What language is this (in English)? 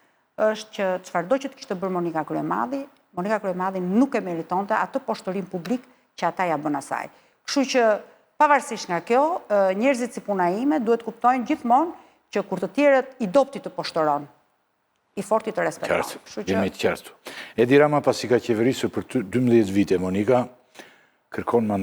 Albanian